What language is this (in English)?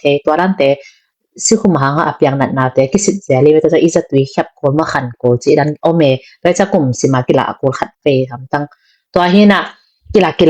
Tedim Chin